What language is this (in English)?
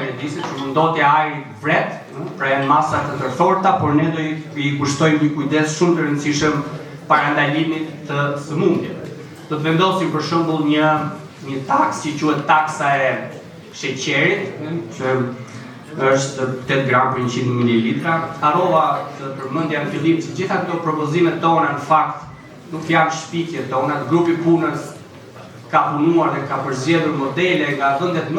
Albanian